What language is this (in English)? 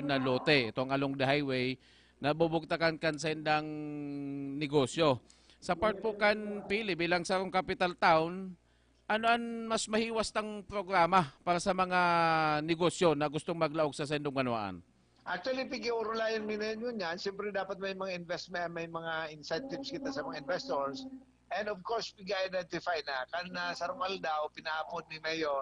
Bikol